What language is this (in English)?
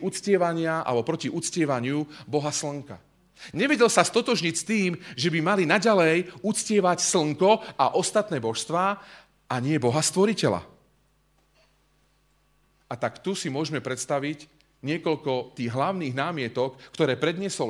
Slovak